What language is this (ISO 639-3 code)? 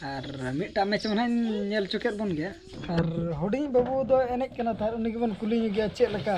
sat